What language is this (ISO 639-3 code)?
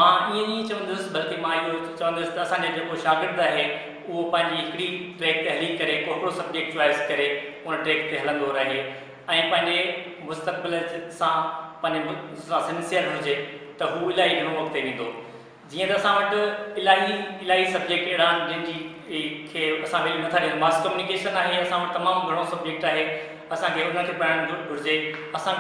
snd